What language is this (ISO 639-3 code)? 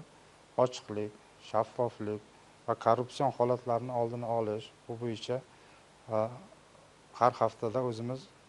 uzb